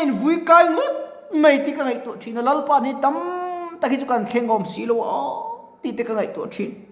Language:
Mizo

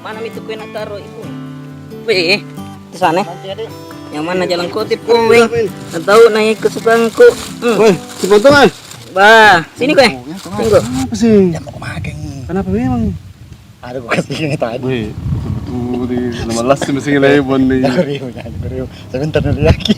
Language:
Makassar Malay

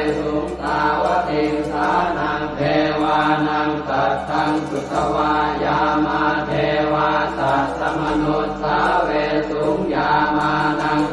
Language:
Pali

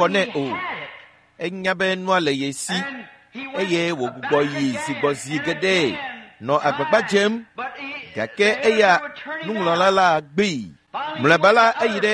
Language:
Ewe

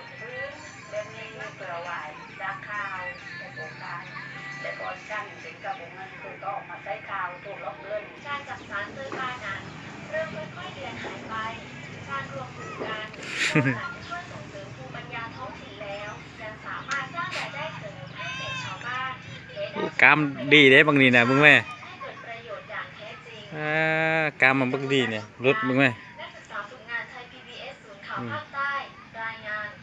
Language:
Lao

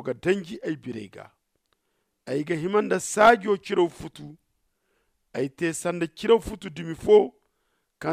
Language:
Zarma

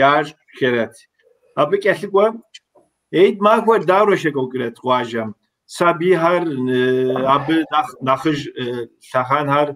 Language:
Kabardian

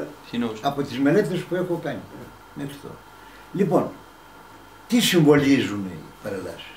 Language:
Greek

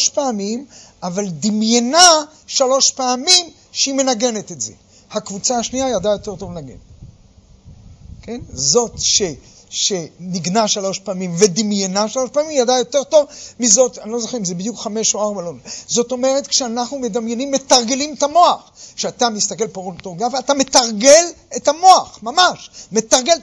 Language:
Hebrew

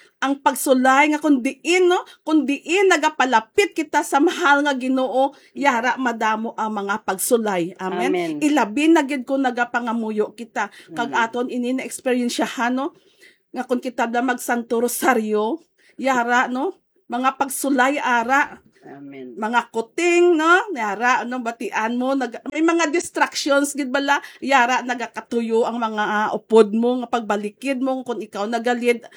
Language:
Hiligaynon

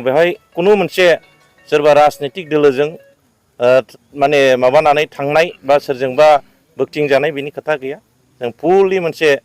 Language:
Bodo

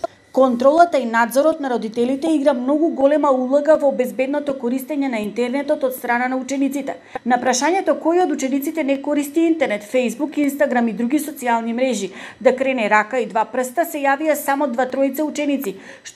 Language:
Macedonian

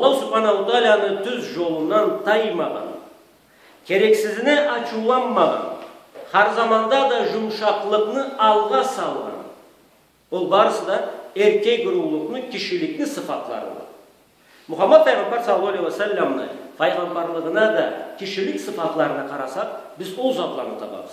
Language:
Karachay-Balkar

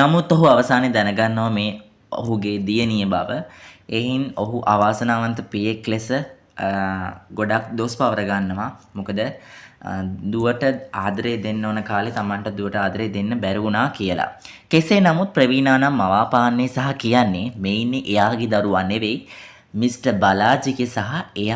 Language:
Sinhala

